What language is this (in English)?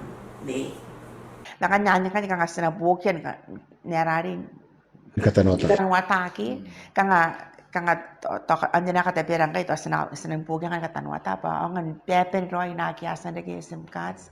Gilbertese